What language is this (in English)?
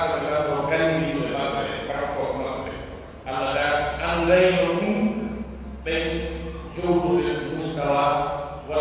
Pular